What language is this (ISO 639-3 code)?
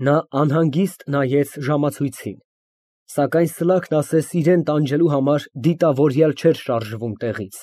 hye